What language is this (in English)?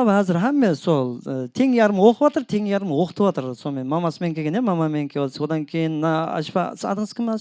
Kara-Kalpak